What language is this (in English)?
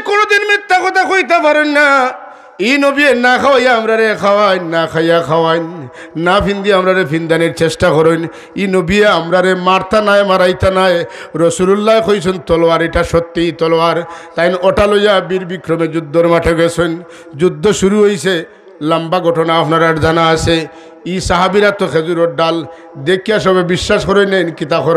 Sylheti